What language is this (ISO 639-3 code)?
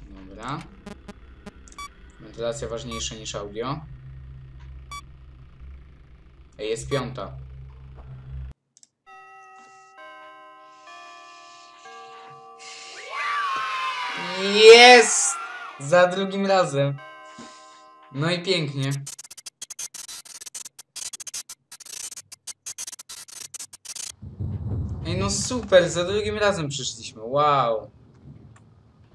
pol